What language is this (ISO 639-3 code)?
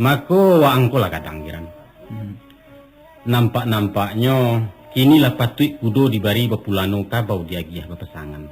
min